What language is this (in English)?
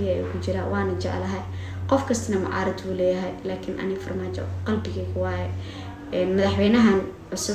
Somali